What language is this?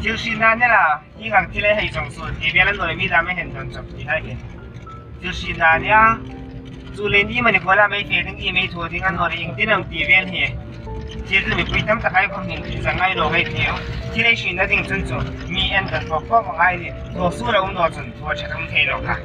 Hmar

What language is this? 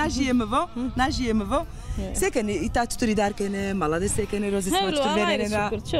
Zaza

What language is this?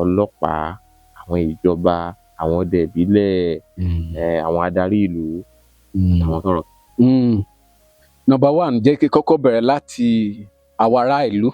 Yoruba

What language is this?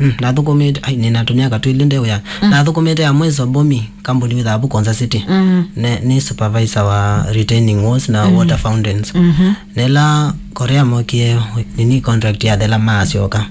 Kamba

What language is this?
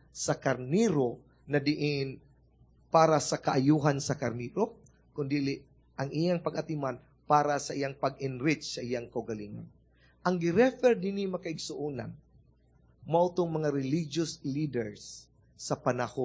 Cebuano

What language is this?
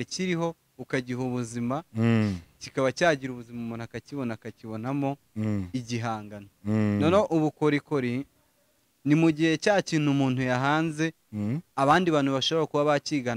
Kinyarwanda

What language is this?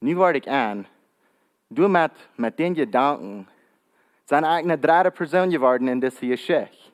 Plautdietsch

